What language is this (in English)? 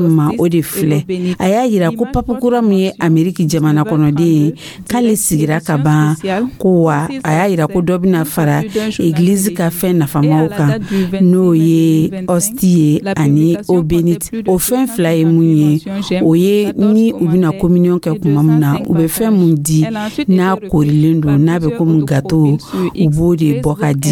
Dyula